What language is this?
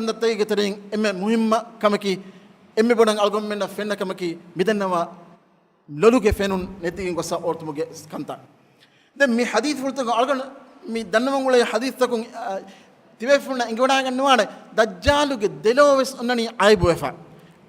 Divehi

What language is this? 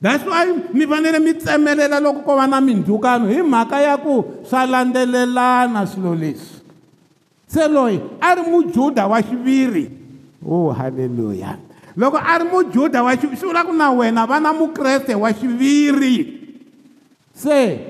Tsonga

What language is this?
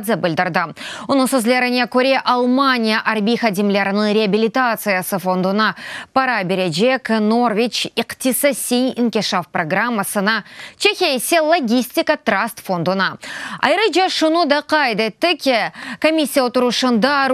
Crimean Tatar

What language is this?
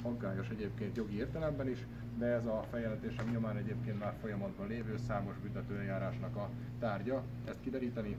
Hungarian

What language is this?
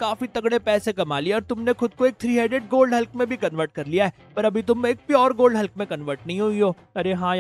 Hindi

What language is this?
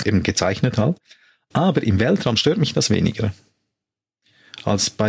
German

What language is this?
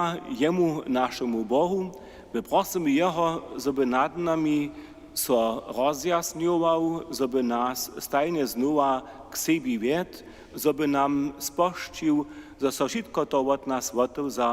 Upper Sorbian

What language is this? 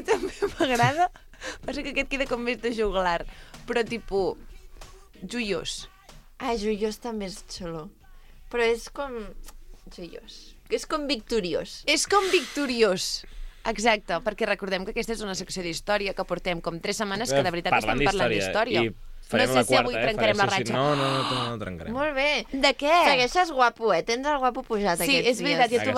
Catalan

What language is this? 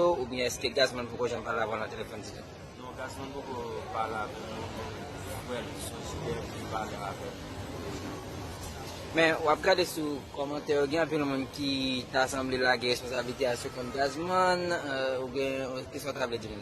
Haitian Creole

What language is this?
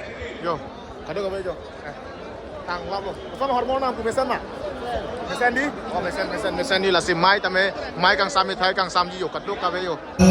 Karbi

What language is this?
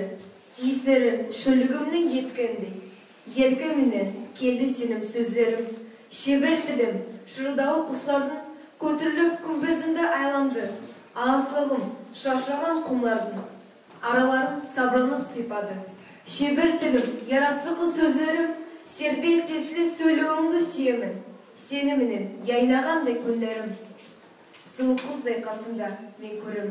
Nogai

